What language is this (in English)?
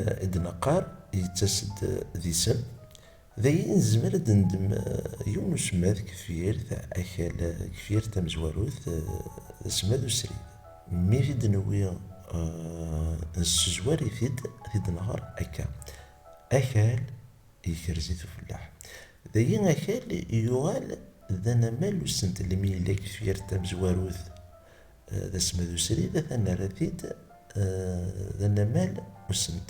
Kabyle